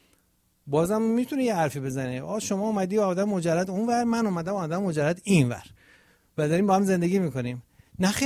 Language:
Persian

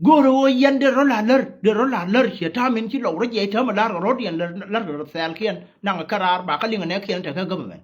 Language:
Nuer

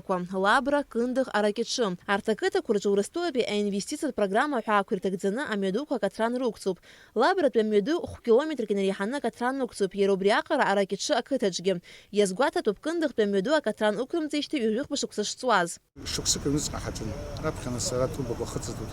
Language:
Abkhazian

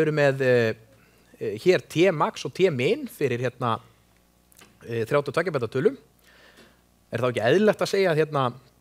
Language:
Icelandic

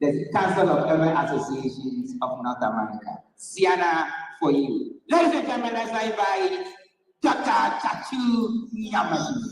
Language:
Ewe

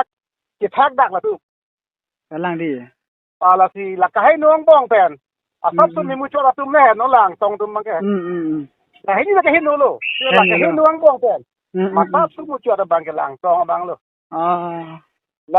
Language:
Karbi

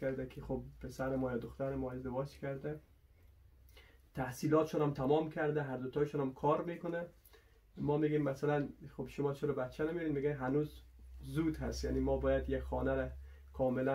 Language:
Persian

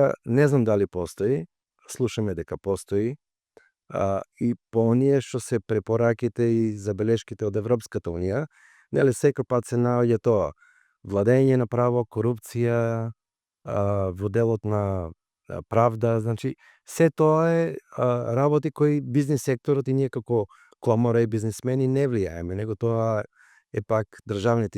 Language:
Macedonian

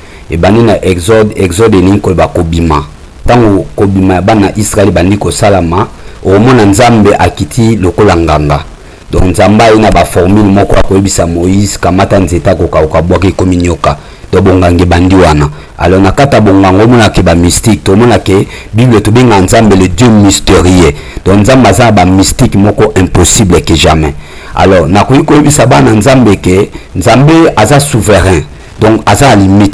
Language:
Lingala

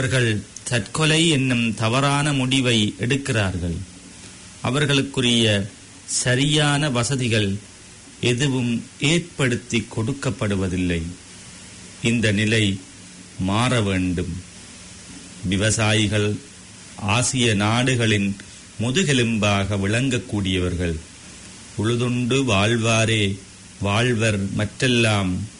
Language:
Tamil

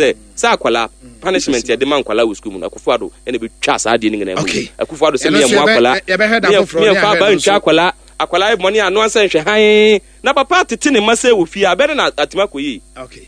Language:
Akan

